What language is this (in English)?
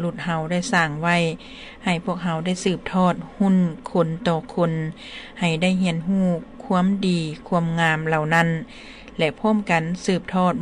Lao